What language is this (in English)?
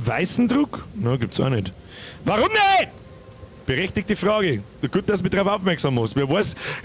Bavarian